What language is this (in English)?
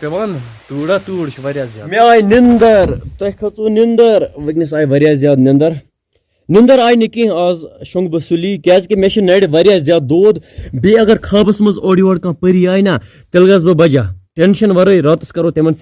Kashmiri